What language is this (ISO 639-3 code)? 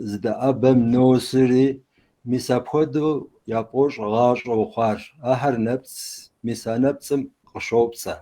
kbd